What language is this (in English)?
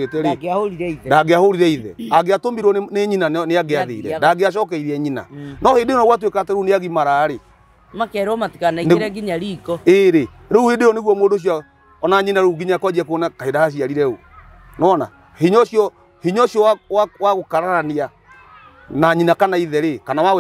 Kikuyu